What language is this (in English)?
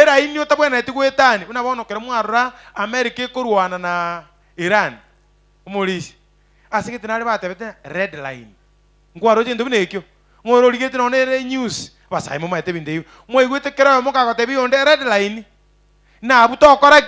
Gusii